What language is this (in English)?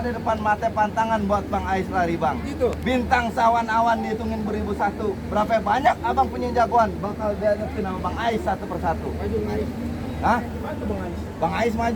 Betawi